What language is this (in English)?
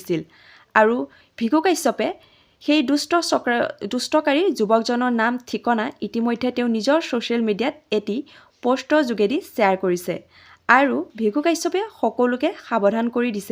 Assamese